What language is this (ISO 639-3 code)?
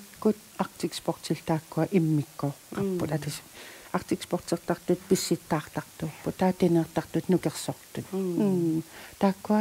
kal